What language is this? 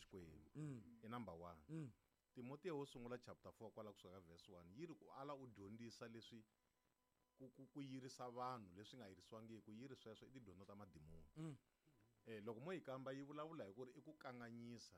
Tsonga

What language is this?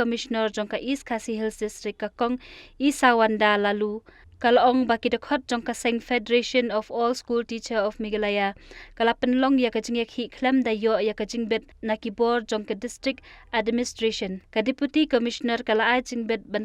Khasi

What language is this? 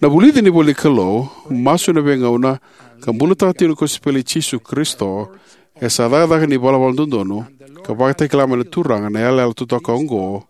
Fijian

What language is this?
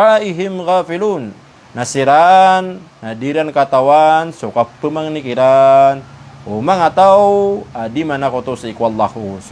Maranao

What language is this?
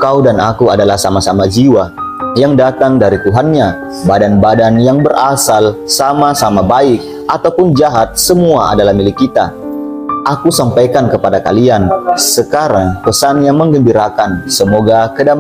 Indonesian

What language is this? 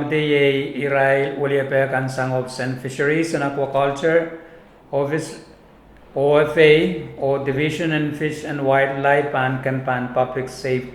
Pohnpeian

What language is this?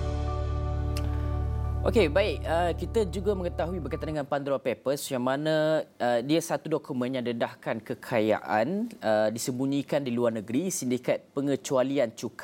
Malay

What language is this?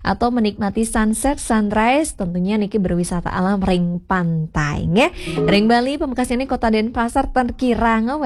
Balinese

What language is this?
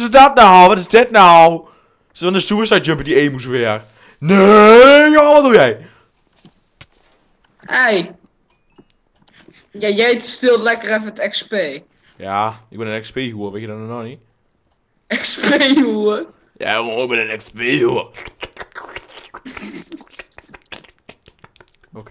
Dutch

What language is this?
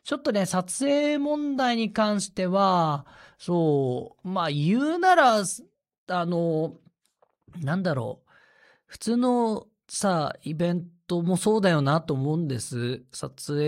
Japanese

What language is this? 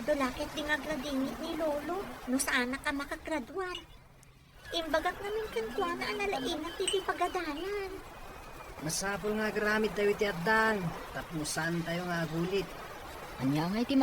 Iloko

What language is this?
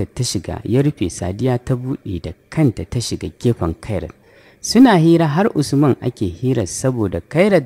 Hausa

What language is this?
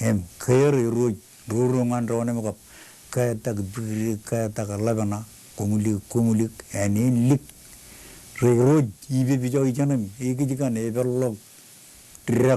Marshallese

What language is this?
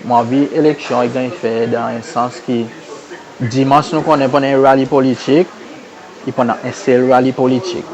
Seselwa Creole French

